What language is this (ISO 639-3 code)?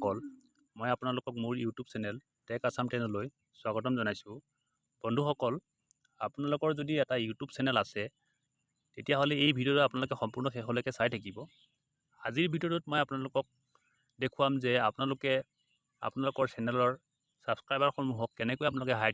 asm